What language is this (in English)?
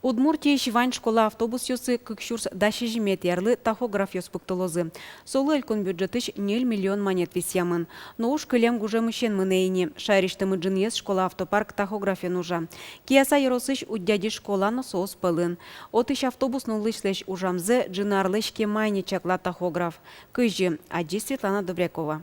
Udmurt